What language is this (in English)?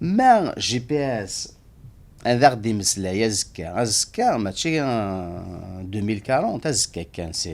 Kabyle